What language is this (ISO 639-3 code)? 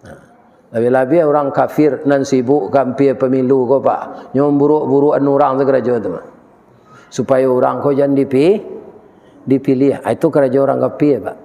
min